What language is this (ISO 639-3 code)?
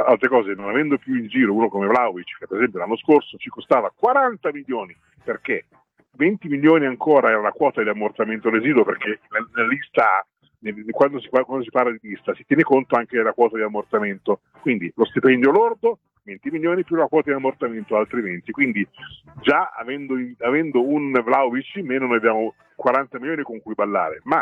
ita